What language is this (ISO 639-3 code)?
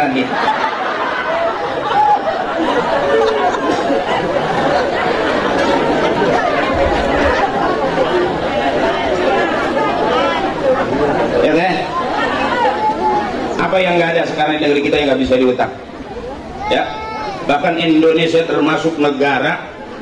ind